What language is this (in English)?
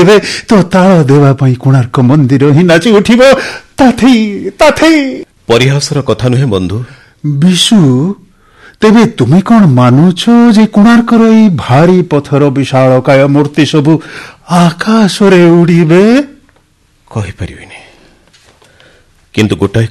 Odia